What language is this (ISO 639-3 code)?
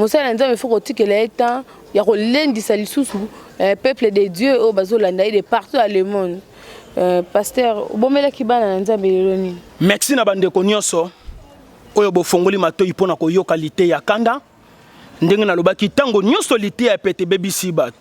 lin